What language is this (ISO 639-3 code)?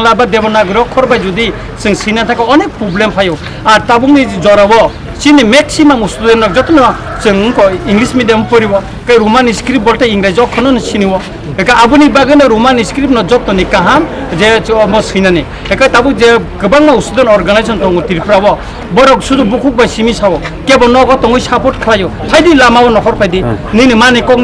trp